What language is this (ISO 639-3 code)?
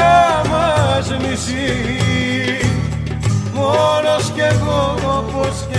ell